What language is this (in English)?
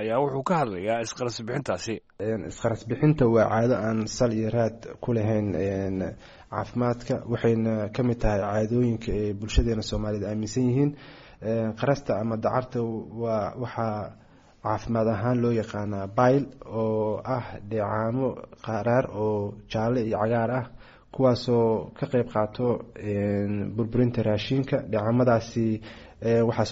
Somali